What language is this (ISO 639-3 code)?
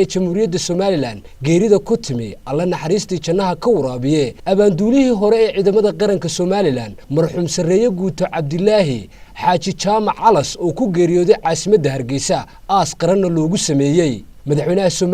som